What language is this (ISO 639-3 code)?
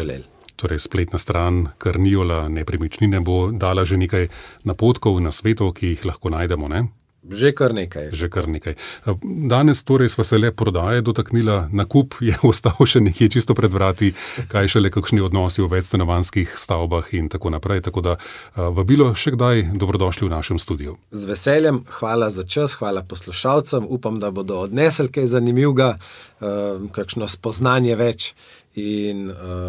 slv